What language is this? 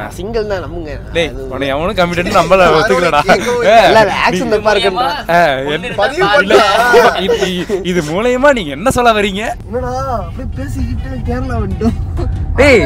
Tamil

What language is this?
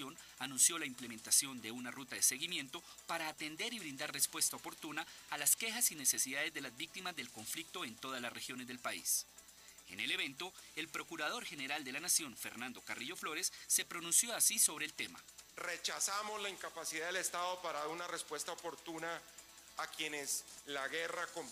Spanish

